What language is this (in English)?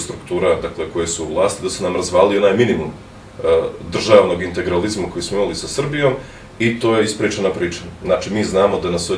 Bosnian